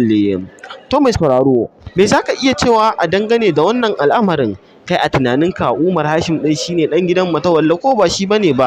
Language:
Hausa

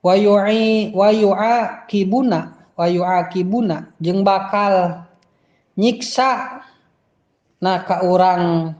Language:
Sundanese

